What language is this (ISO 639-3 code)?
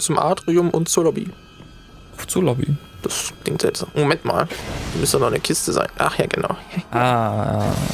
deu